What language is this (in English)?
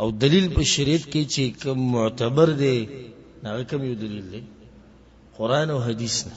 Pashto